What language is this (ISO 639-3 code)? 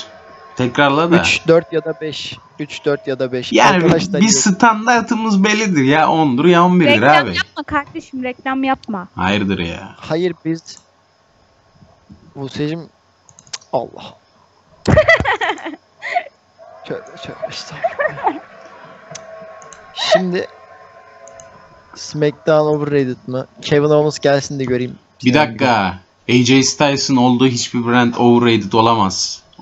tur